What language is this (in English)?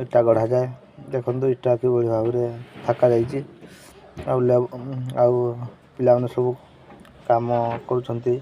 Odia